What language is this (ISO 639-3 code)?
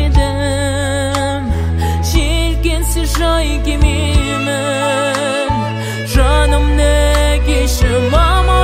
kaz